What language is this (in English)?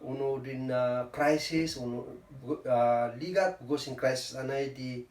Kankanaey